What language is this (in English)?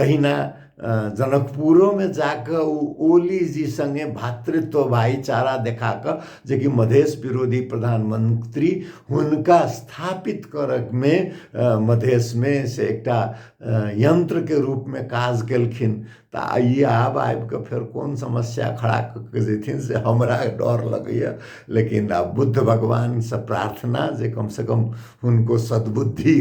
Maithili